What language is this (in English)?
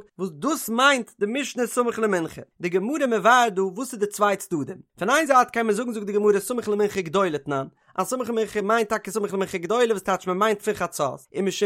Yiddish